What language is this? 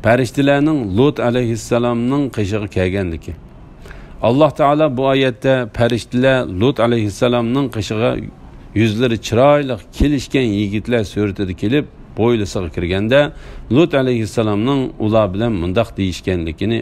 Uyghur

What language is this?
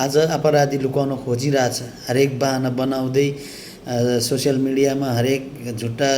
Nepali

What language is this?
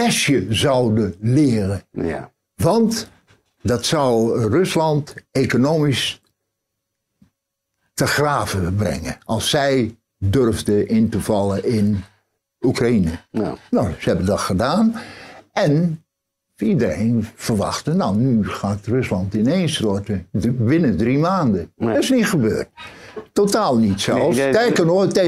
Dutch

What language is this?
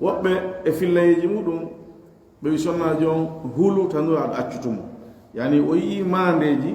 Fula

